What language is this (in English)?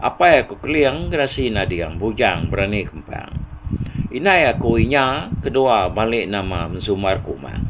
Iban